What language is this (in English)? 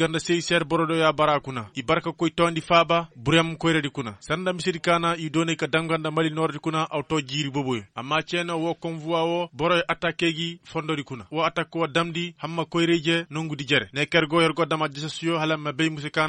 Koyraboro Senni